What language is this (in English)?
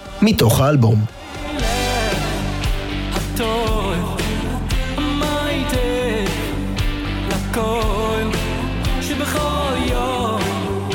Hebrew